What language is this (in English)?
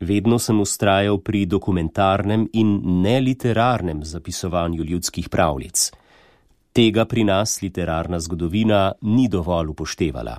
Slovenian